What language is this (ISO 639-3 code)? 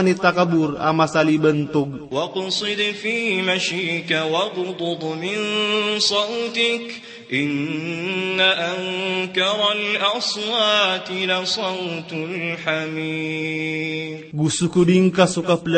mrw